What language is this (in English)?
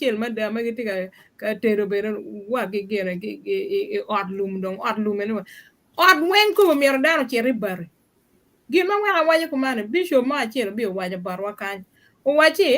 Acoli